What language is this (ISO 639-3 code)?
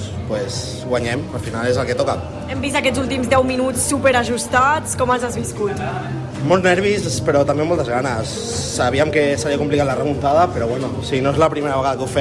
cat